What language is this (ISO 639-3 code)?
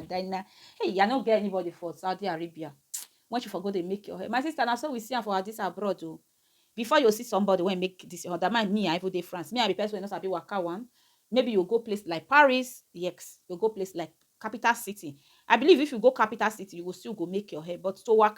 pcm